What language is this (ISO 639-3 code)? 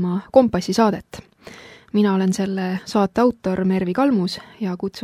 est